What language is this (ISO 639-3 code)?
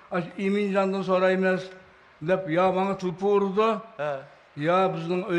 uig